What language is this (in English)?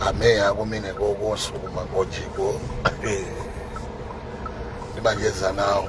Nyanja